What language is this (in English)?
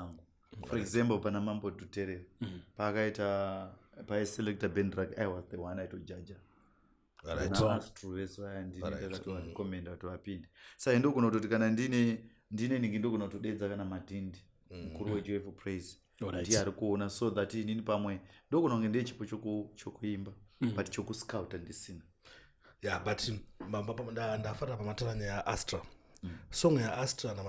Shona